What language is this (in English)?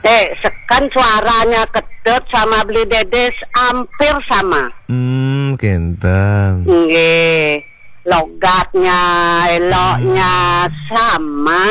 Balinese